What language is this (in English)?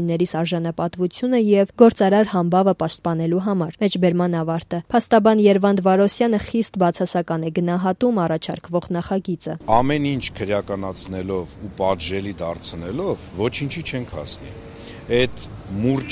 Armenian